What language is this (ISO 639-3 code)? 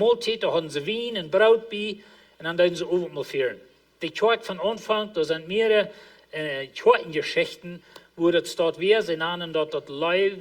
pdt